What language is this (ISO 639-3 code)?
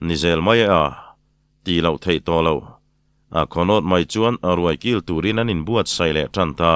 lus